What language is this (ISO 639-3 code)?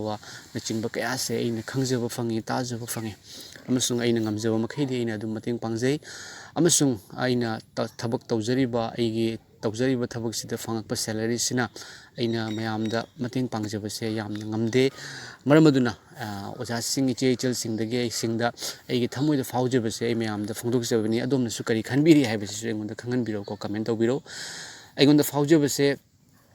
mni